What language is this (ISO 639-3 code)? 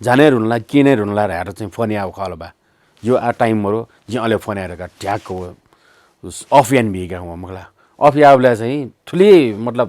new